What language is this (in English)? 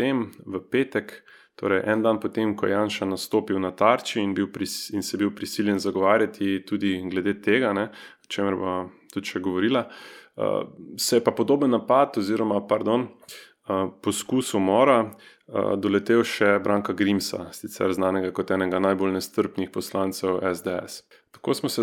Slovenian